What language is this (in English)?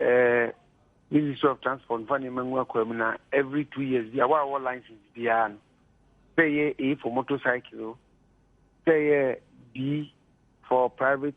Akan